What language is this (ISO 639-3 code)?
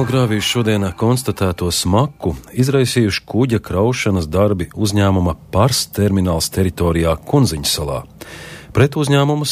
lav